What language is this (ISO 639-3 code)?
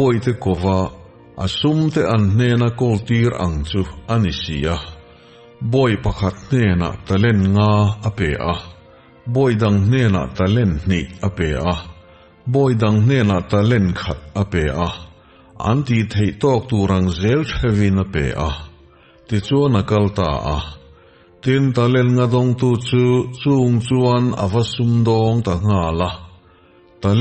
lus